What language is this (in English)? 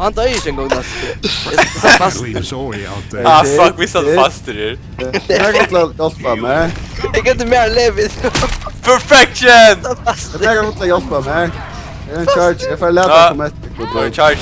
Faroese